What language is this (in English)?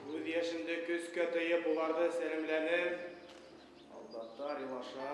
Bashkir